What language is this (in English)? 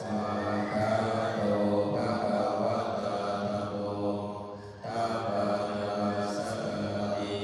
Pali